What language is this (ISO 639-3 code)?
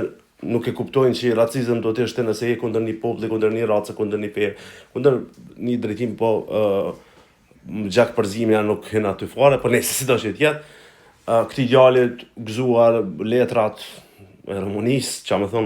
sqi